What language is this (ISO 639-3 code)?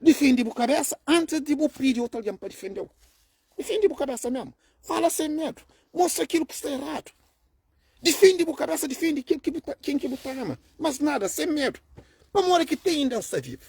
kea